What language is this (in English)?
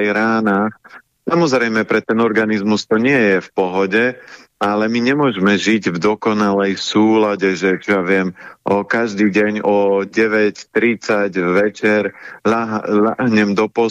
Slovak